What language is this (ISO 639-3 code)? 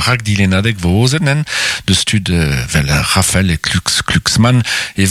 bre